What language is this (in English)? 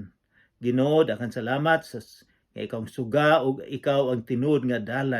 Cebuano